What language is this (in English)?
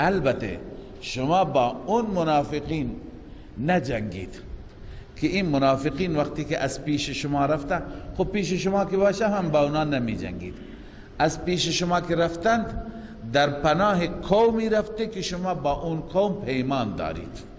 Persian